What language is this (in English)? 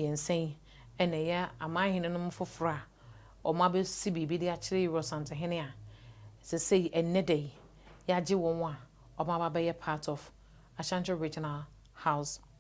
Akan